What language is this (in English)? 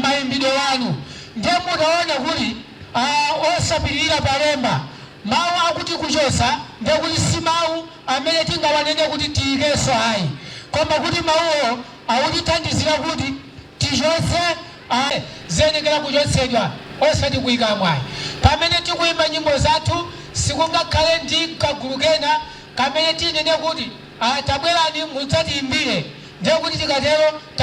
Nyanja